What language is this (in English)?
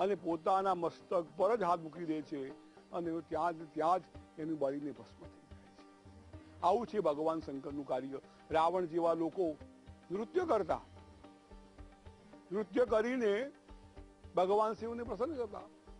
Gujarati